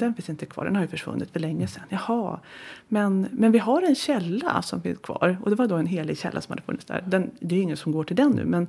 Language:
Swedish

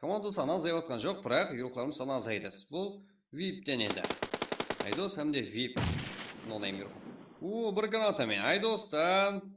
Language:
Kara-Kalpak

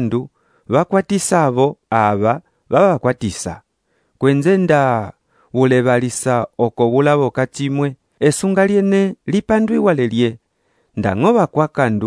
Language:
Umbundu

